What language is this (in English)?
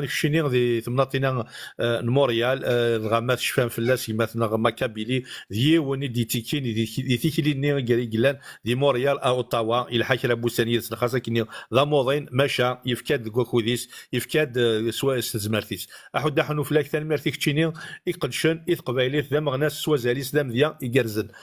Kabyle